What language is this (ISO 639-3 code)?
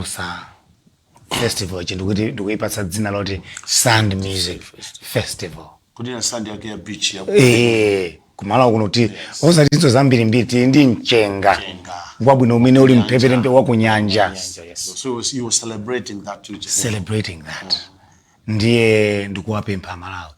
nya